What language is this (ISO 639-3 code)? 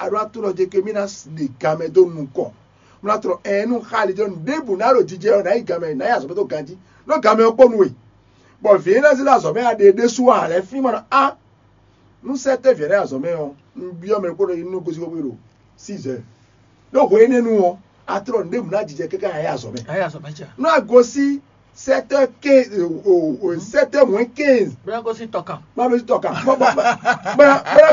fon